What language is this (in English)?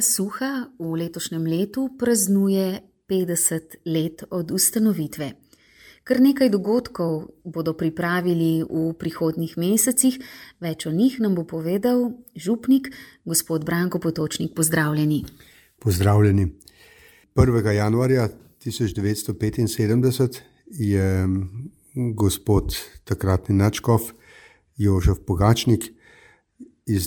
Slovenian